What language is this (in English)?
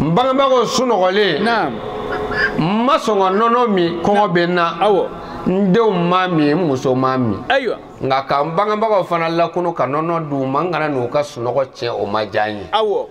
Bambara